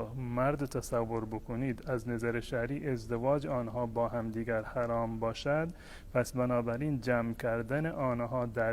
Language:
Tajik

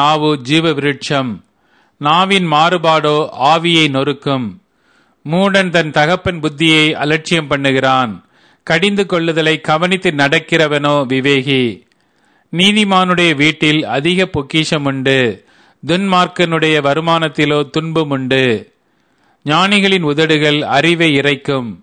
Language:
Tamil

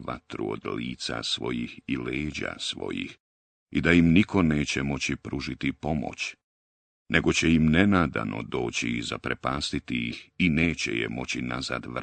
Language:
Bosnian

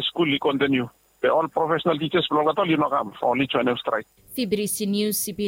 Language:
Bislama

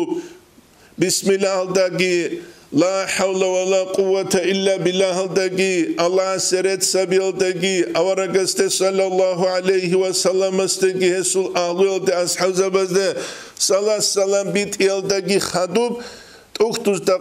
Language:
Avaric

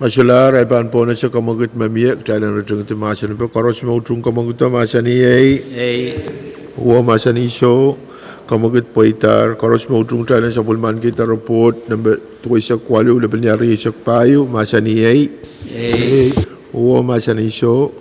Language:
Pohnpeian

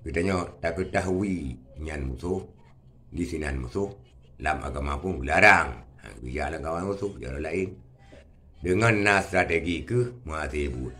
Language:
Achinese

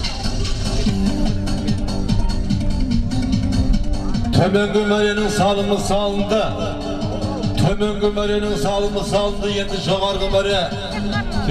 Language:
Kazakh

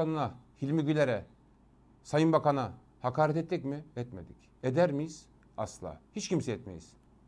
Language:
Turkish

